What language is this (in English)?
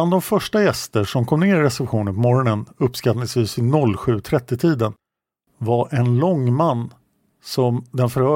Swedish